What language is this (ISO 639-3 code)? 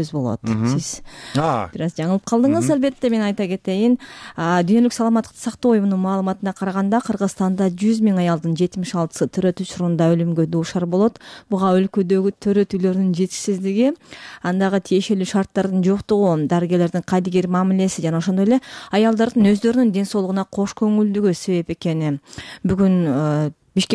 kir